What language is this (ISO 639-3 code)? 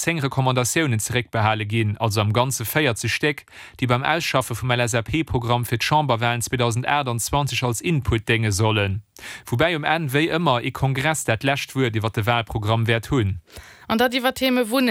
ltz